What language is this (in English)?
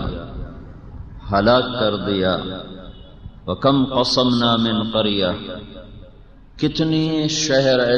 Urdu